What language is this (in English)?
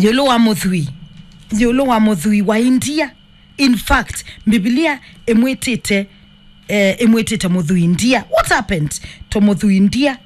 Kamba